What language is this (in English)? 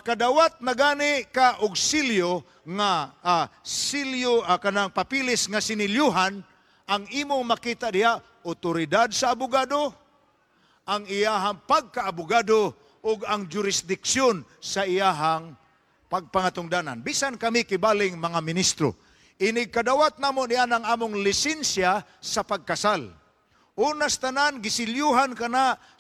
Cebuano